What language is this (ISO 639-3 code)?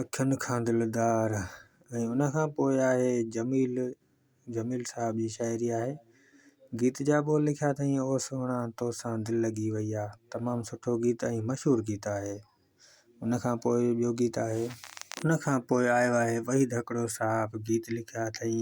snd